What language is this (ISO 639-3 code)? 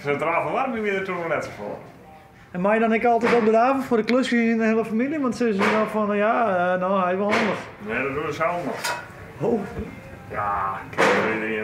fry